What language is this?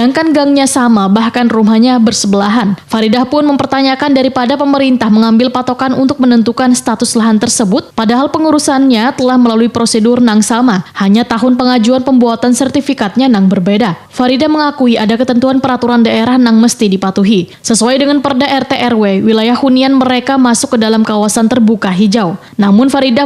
Banjar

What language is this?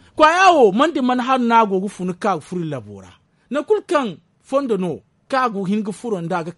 Zarma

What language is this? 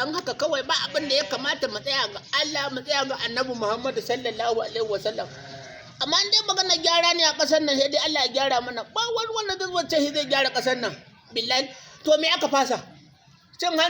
Hausa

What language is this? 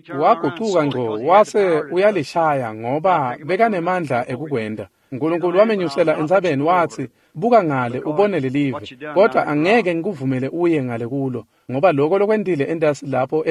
Swati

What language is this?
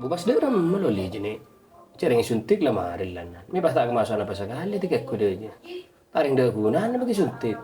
Madurese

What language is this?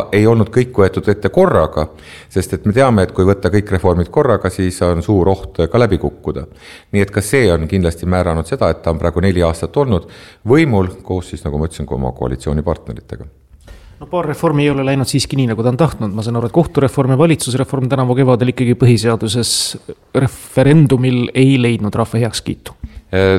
Estonian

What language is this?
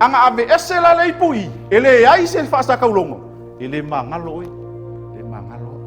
Samoan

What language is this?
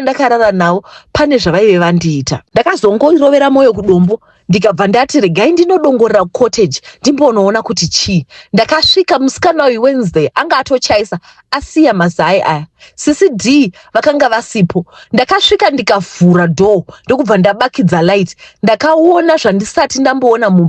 Shona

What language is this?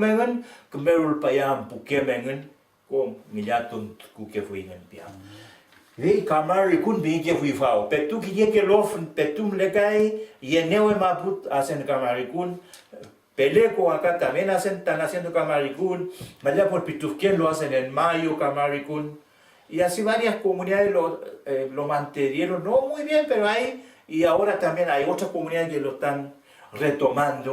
Mapuche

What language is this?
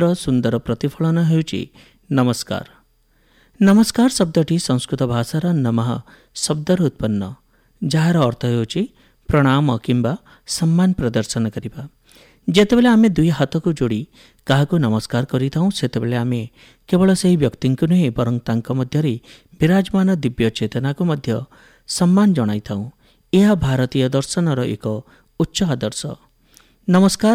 Odia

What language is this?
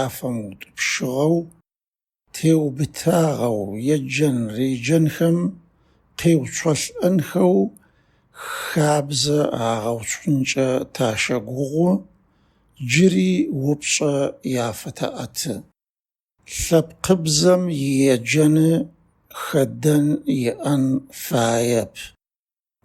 Adyghe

